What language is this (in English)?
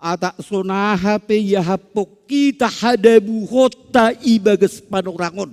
Batak Simalungun